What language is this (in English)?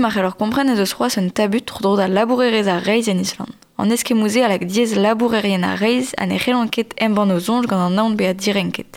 Breton